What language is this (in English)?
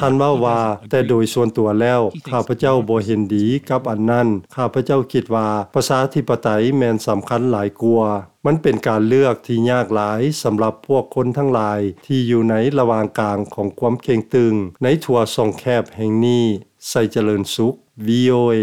Lao